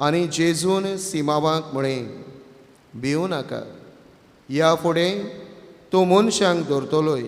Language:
Konkani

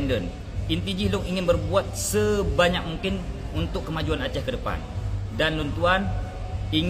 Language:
Achinese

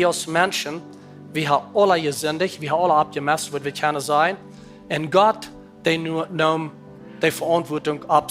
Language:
Plautdietsch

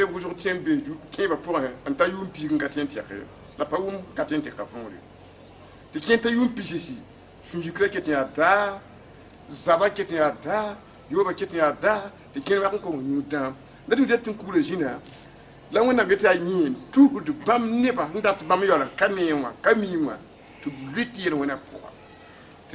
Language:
Mossi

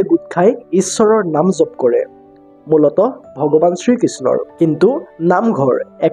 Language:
Assamese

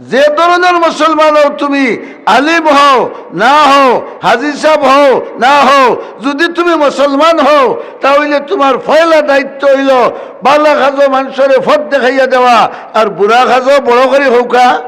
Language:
Sylheti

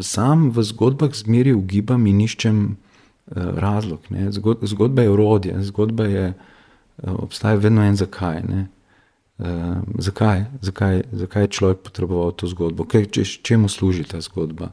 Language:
Slovenian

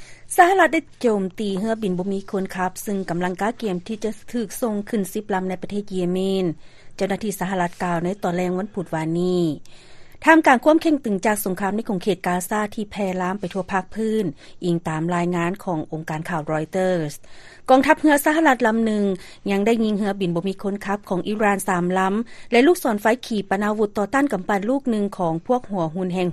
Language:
Lao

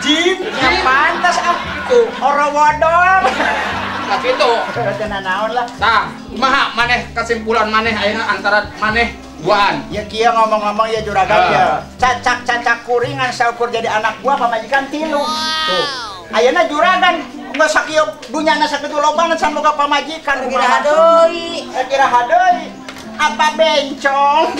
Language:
Sundanese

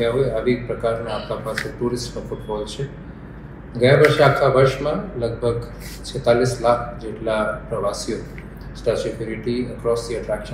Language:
Gujarati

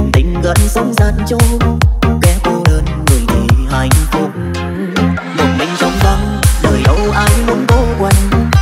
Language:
Vietnamese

